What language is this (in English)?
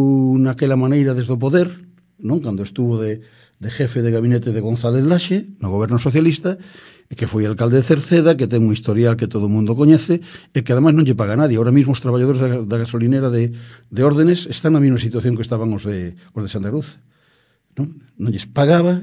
Galician